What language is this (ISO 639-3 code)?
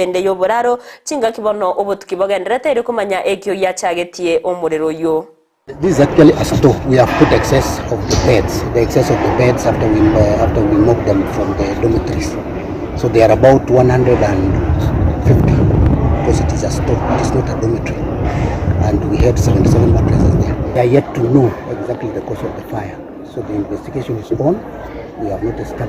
guz